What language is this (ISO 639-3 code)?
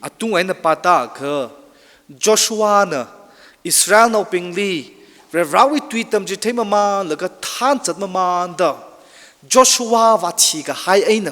nmf